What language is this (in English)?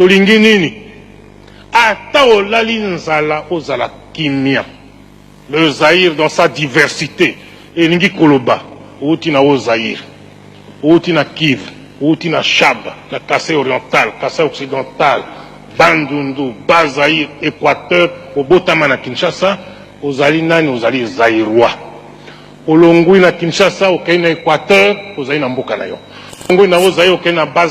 Lingala